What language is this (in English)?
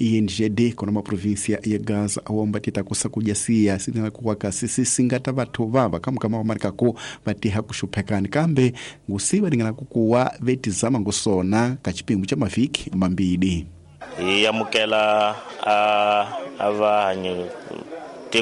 Tsonga